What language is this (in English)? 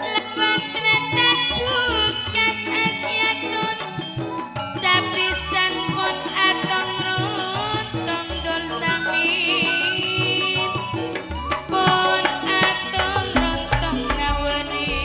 Madurese